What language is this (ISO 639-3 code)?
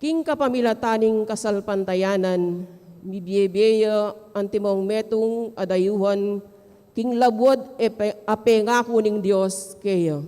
pam